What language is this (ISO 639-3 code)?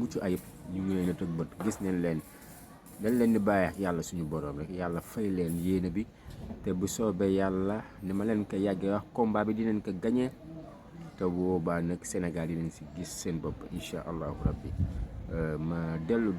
wol